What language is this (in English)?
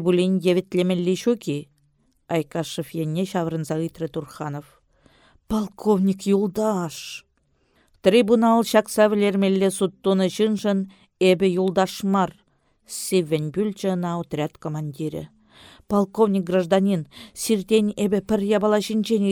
Chuvash